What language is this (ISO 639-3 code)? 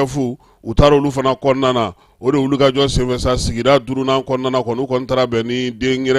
bam